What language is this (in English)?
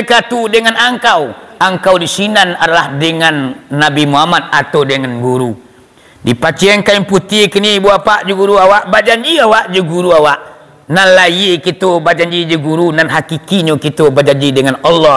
Minangkabau